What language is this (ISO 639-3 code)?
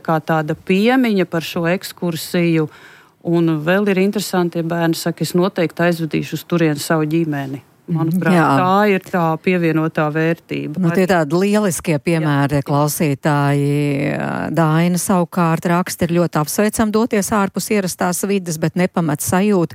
lav